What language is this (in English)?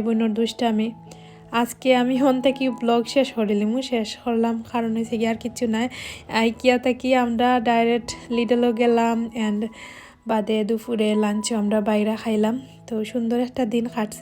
Sylheti